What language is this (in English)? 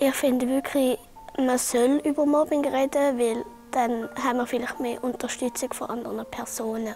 Swiss German